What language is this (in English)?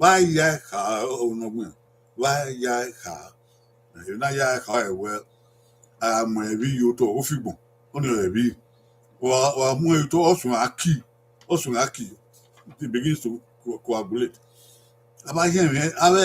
Bini